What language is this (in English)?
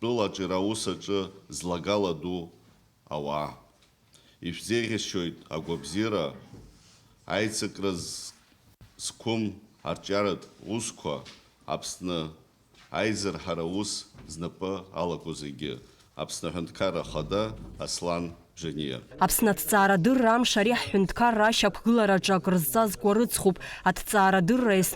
Abkhazian